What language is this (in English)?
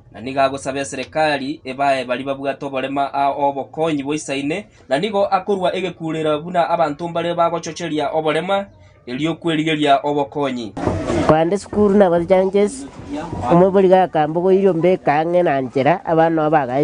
Gusii